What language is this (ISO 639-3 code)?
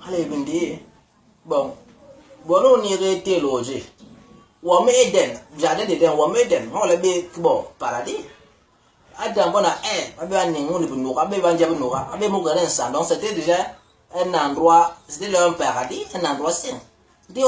bas